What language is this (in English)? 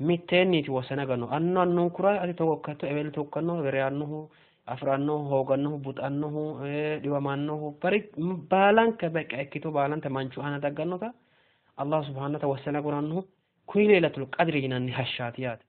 Sidamo